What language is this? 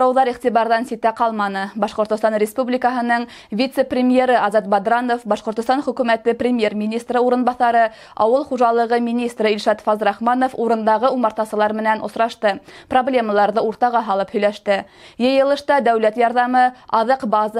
Bashkir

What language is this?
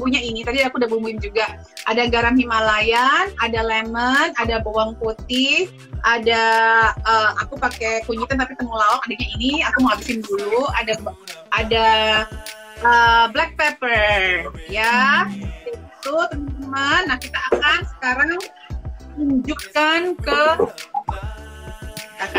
Indonesian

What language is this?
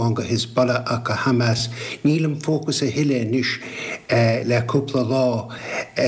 Irish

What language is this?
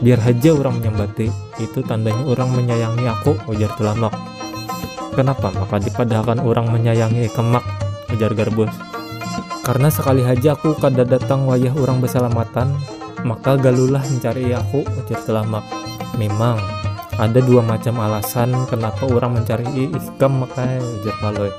Banjar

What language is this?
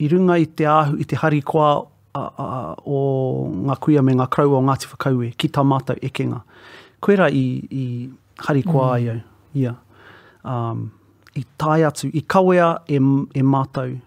Māori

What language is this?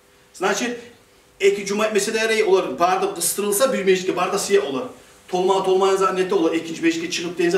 Kumyk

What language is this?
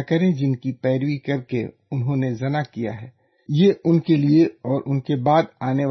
Urdu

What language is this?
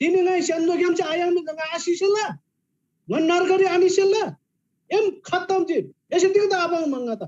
Eastern Tamang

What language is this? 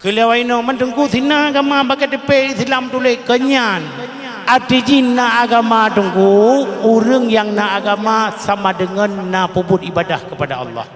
Achinese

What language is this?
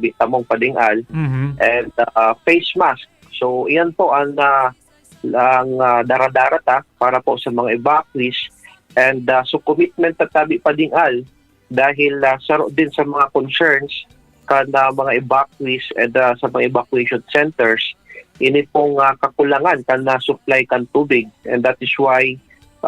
Bikol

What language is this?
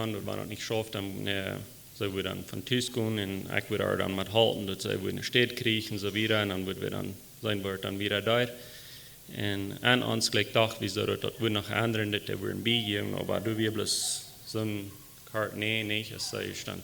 Plautdietsch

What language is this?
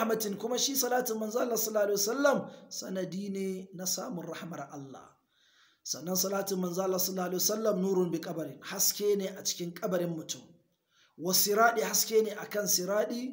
Hausa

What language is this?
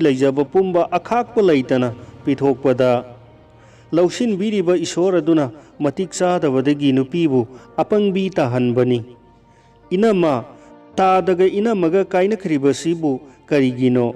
Manipuri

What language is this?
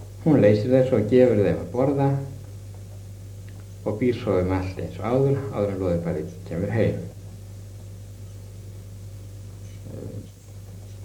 Icelandic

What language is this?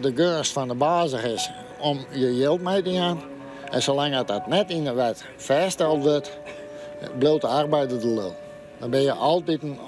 Western Frisian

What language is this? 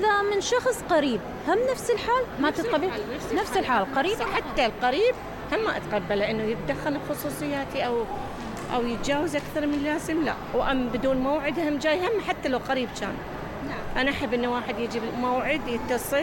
Mesopotamian Arabic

